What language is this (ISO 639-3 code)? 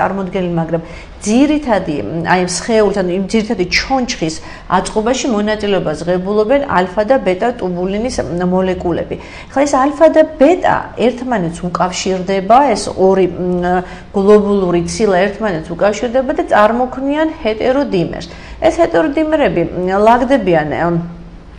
kat